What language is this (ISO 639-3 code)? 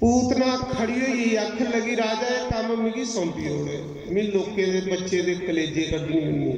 doi